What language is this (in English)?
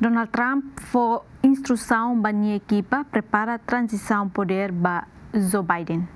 Tetum